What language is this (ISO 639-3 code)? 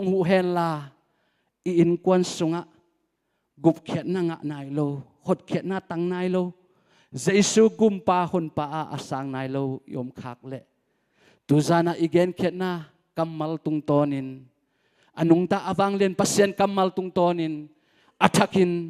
ctd